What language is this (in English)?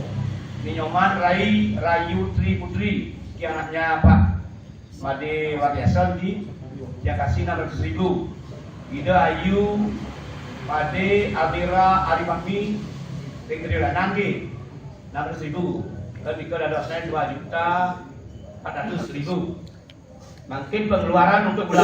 Balinese